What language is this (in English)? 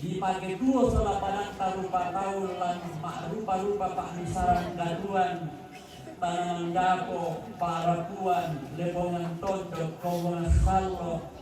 Toraja-Sa'dan